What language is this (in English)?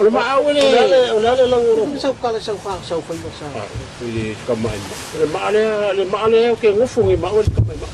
Samoan